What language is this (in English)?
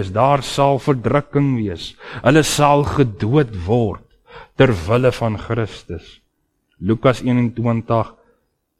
Afrikaans